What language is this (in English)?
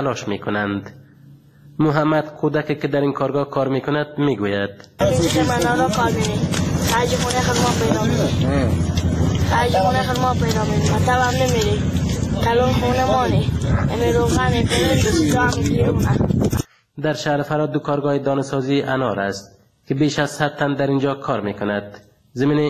Persian